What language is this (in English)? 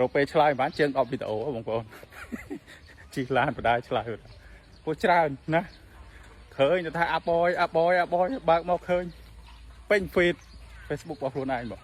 Khmer